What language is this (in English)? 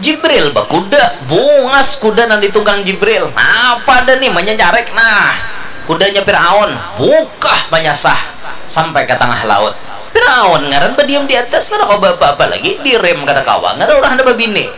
Banjar